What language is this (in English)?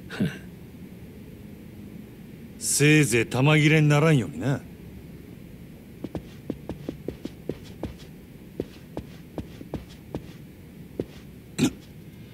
Japanese